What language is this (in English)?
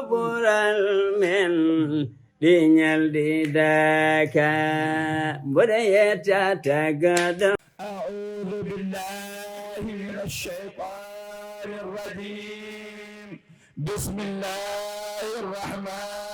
Fula